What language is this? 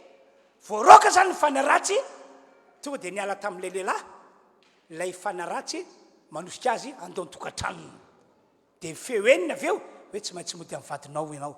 Malagasy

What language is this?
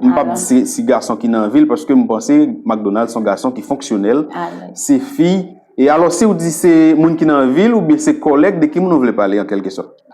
Haitian Creole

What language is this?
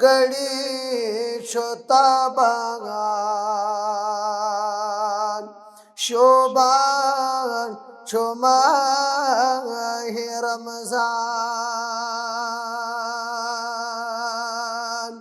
Kashmiri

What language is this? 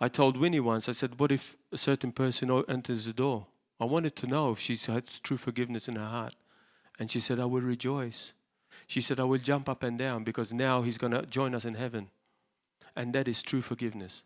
English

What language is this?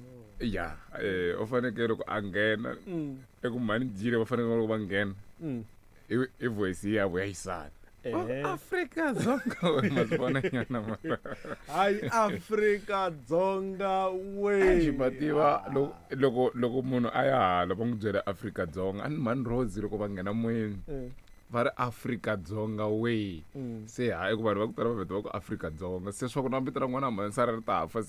Tsonga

